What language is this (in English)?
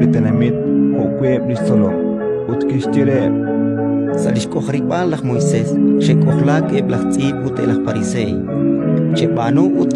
Kekchí